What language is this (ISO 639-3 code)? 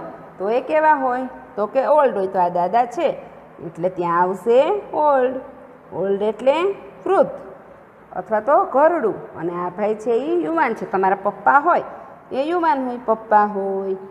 guj